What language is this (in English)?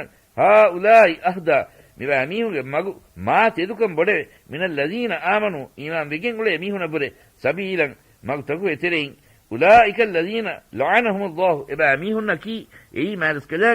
Divehi